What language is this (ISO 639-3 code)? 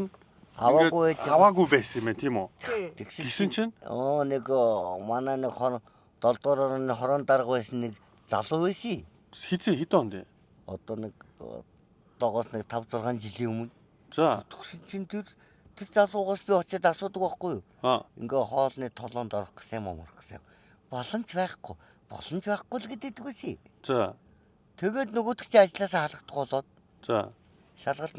mon